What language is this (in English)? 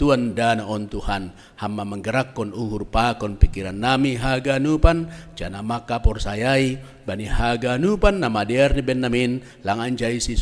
Batak Simalungun